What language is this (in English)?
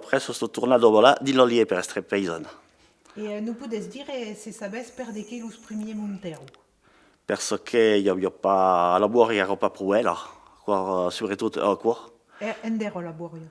Occitan